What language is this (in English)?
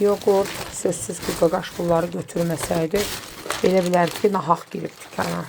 Azerbaijani